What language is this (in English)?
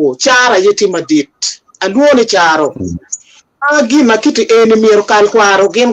Acoli